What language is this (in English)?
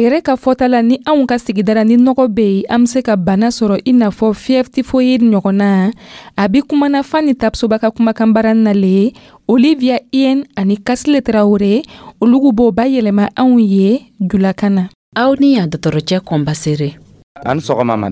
Dyula